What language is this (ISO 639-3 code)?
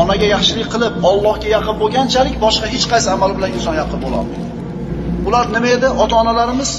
uzb